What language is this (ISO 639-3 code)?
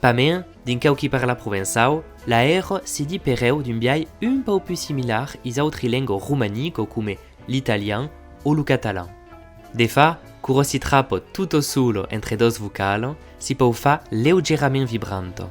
oci